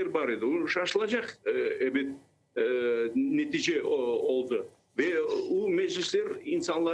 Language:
Crimean Tatar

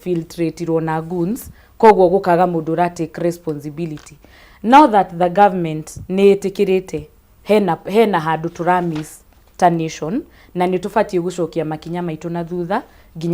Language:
Kikuyu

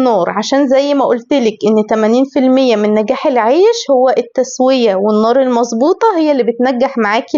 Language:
Egyptian Arabic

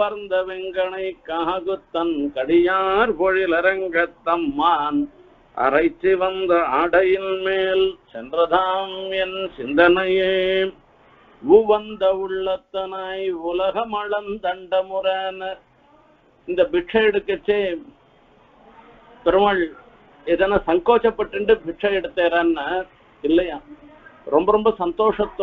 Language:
Tamil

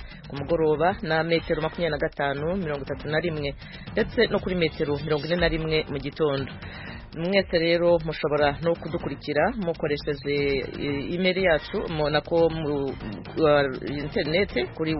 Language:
Kinyarwanda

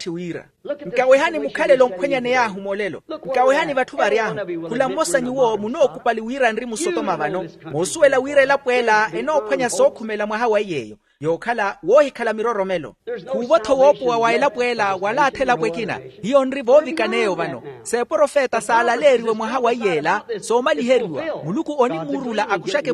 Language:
Makhuwa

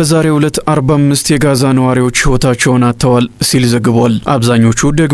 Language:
Amharic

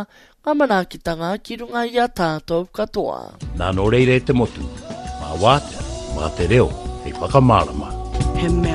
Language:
Māori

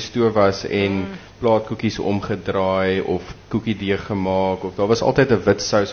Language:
Afrikaans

